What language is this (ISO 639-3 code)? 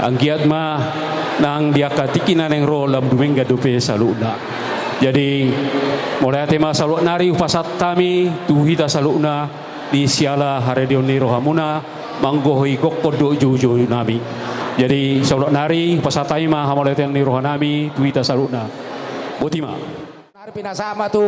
bbc